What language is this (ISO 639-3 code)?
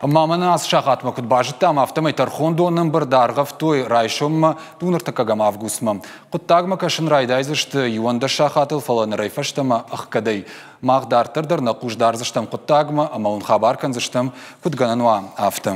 oss